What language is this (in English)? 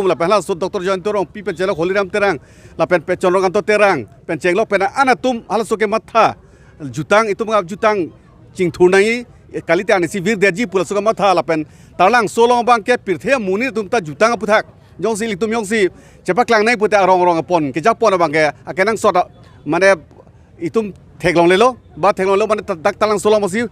Karbi